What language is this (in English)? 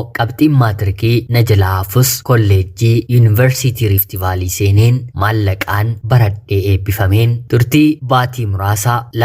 Oromo